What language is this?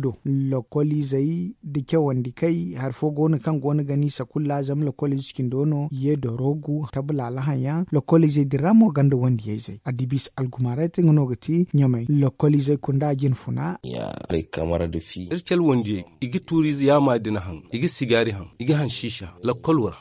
Zarma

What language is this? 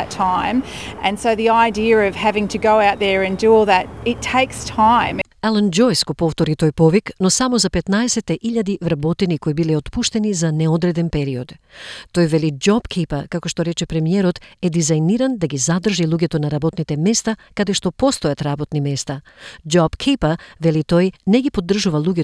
Macedonian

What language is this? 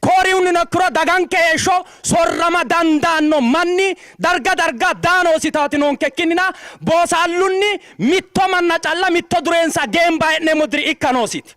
Sidamo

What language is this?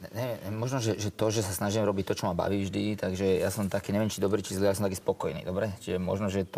Slovak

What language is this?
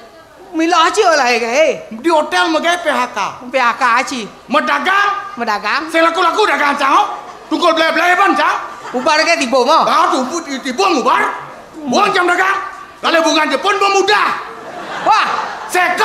Balinese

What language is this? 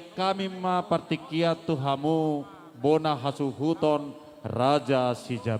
Batak Simalungun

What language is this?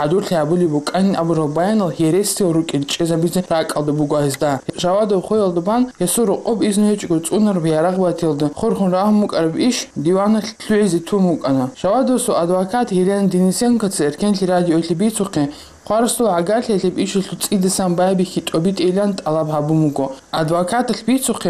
Avaric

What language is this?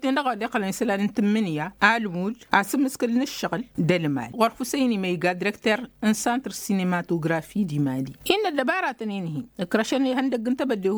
Tamasheq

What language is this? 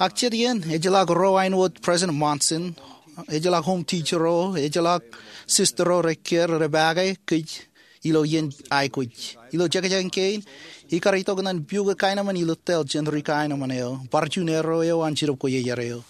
Marshallese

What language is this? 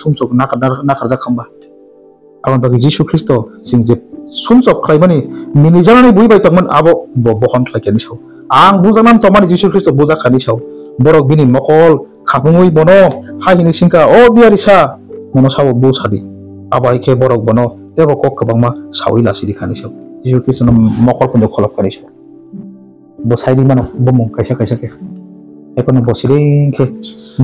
Kok Borok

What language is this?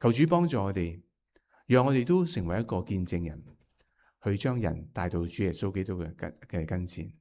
Cantonese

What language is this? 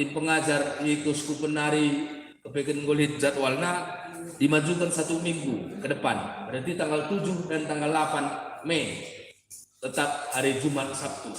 Batak Karo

